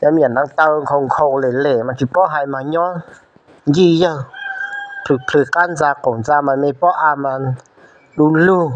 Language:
Hmong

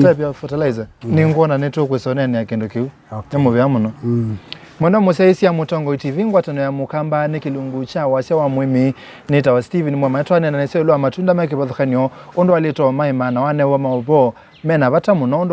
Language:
Kamba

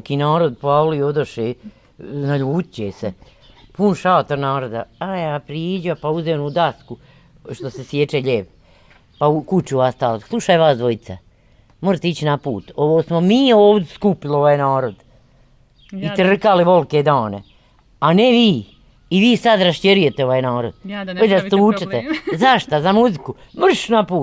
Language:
Bosnian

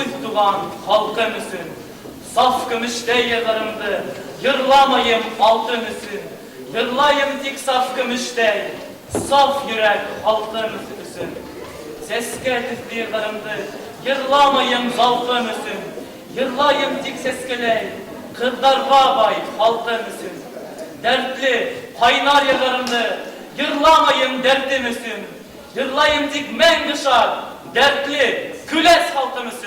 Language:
Bashkir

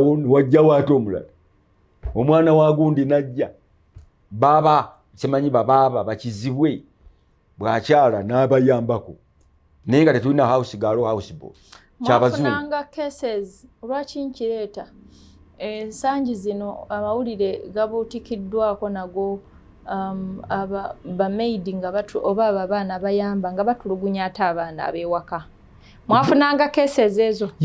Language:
Ganda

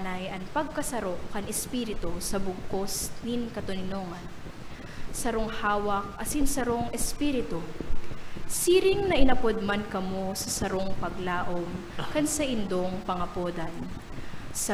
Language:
Bikol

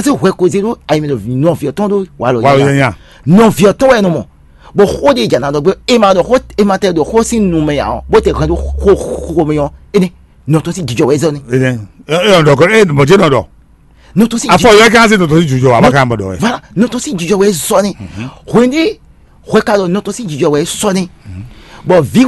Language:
Fon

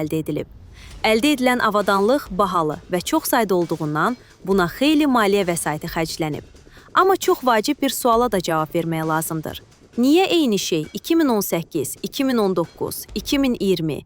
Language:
Azerbaijani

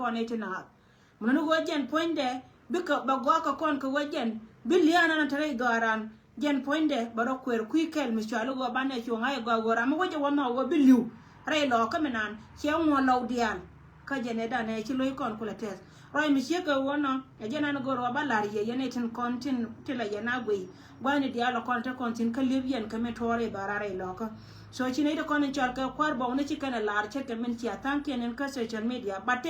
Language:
Nuer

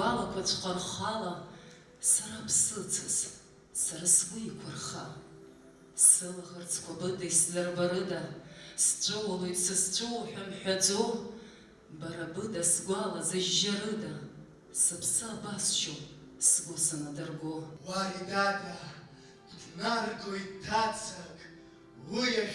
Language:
Abkhazian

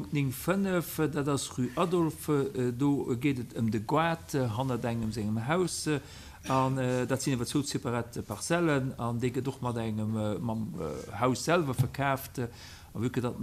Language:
Luxembourgish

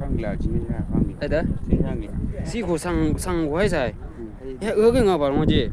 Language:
Chang Naga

